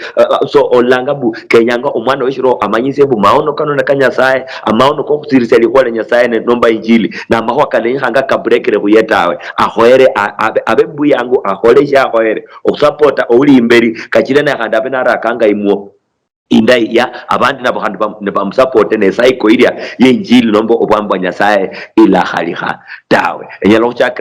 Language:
Luyia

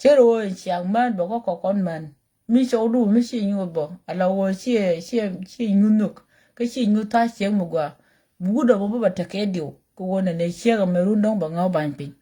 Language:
Nuer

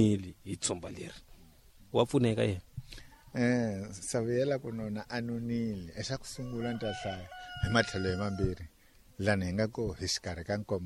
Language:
Tsonga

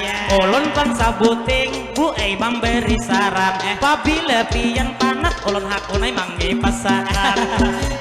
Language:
Banjar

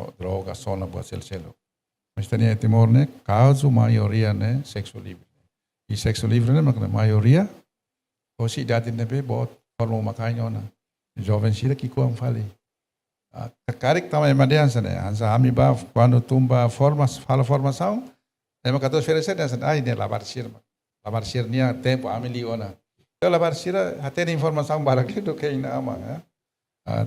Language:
Tetum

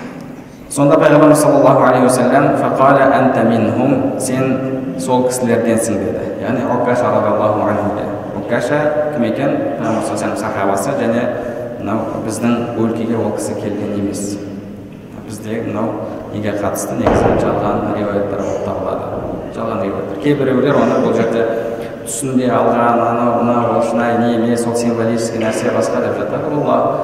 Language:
Kazakh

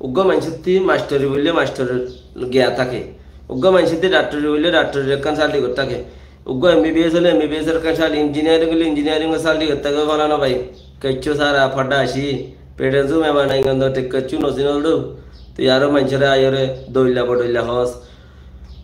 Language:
Rohingya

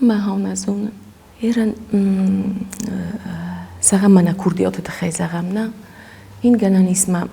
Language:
Ossetic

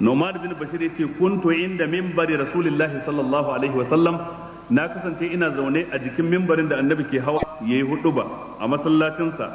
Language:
Hausa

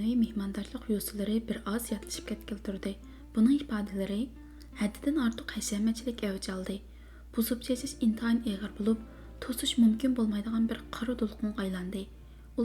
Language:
Uyghur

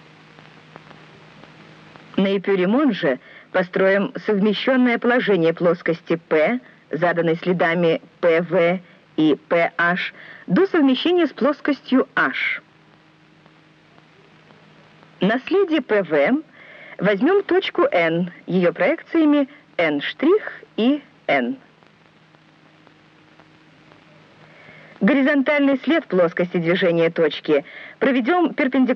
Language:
Russian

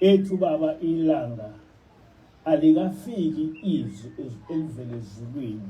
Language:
Zulu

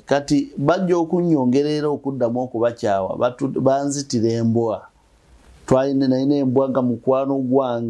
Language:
Ganda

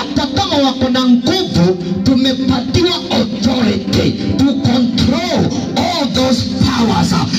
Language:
Swahili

